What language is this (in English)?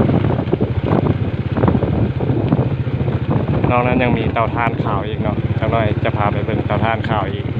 Lao